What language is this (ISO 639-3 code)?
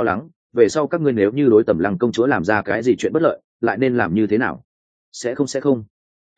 vie